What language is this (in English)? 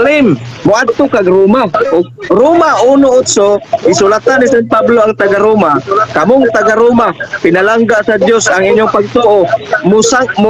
Cebuano